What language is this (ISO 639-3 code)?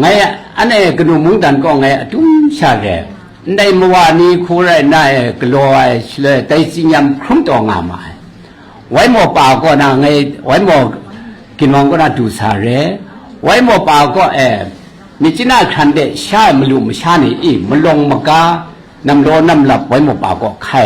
kac